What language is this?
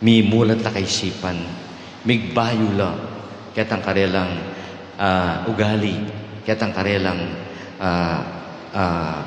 Pampanga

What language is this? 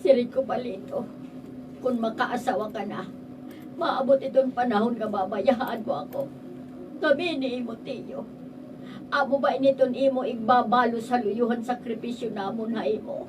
Waray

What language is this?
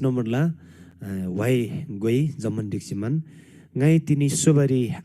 Eastern Tamang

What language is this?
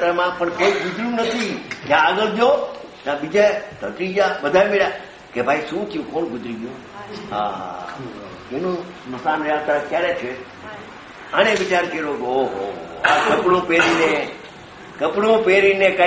Gujarati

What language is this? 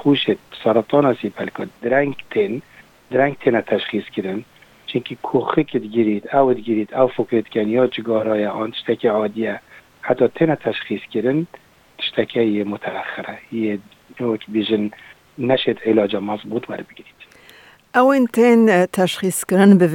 Kurdish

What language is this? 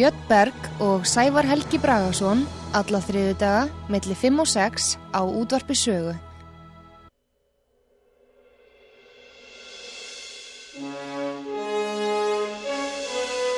Icelandic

